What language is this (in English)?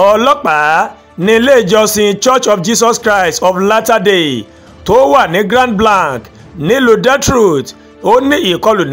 Yoruba